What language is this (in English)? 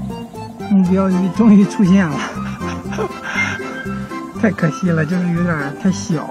Chinese